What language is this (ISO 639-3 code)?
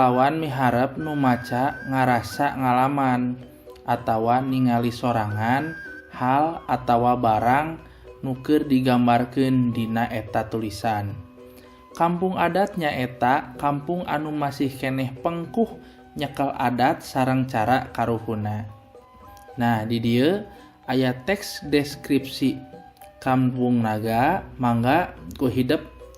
sun